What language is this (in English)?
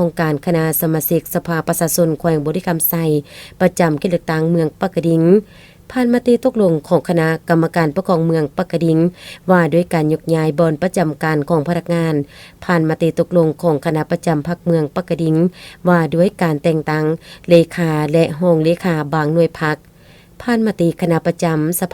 Lao